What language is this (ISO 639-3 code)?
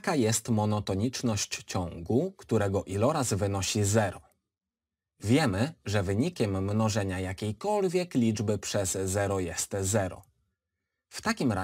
pol